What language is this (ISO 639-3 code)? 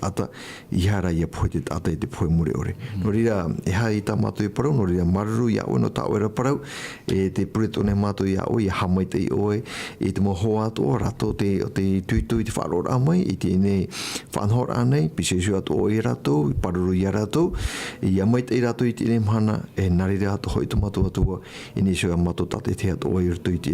tah